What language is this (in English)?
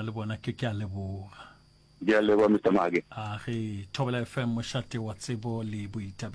Northern Sotho